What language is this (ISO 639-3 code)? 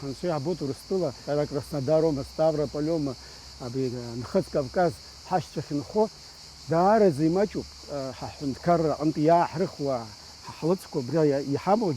abk